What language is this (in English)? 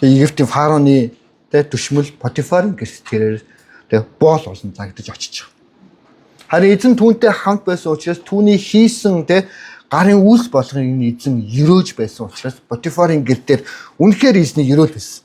Mongolian